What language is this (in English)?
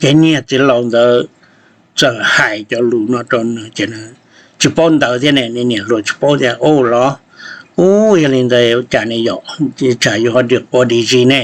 Hmong